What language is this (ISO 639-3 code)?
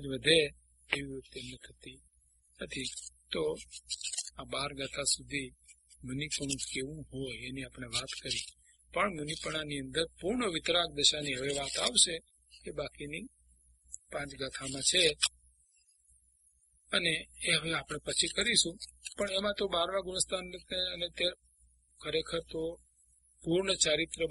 guj